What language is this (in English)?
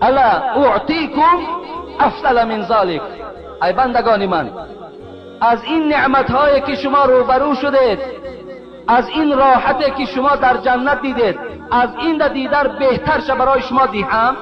Tajik